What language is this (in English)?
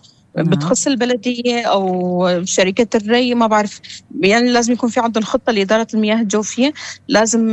North Levantine Arabic